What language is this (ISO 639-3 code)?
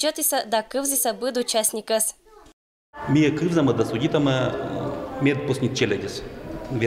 koi